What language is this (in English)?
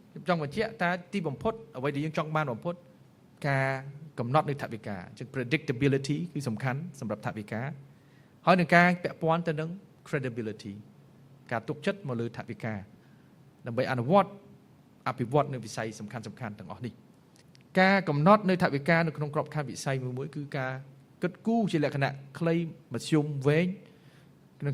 Khmer